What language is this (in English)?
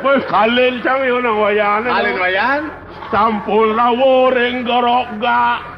Balinese